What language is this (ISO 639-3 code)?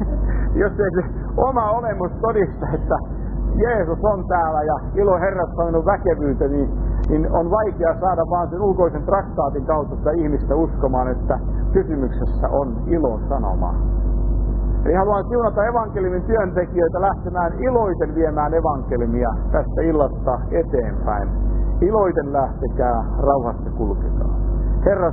fin